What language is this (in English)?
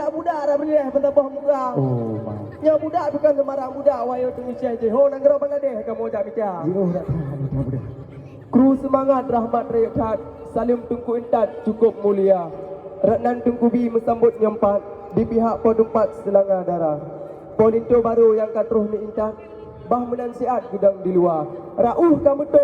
Achinese